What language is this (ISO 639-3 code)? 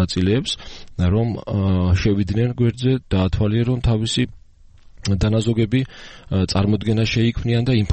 kat